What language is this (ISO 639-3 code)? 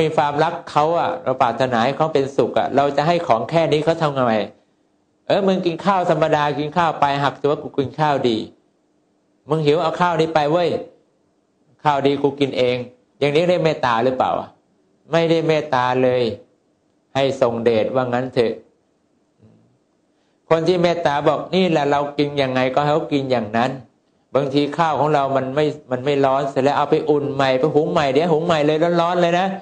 tha